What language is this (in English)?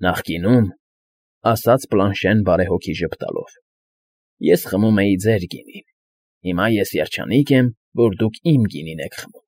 Armenian